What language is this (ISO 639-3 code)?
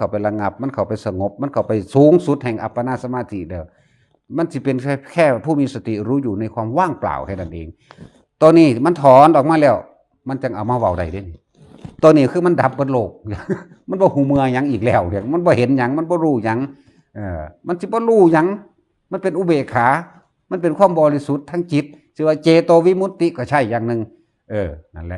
tts